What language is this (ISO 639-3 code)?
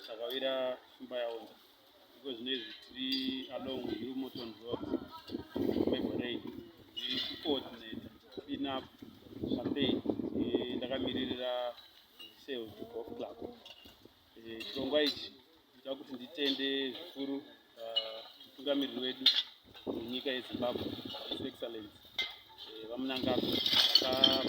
sna